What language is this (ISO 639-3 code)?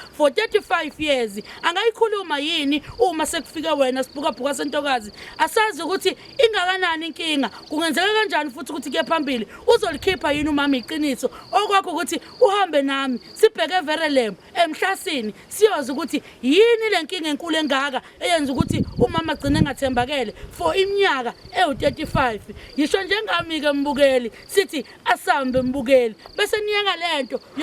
zul